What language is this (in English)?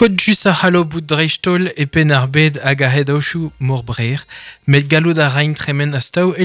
Breton